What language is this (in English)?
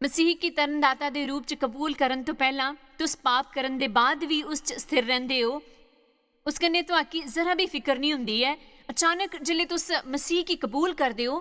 Dogri